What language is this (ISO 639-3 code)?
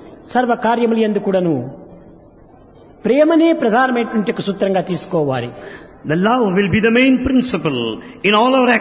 tel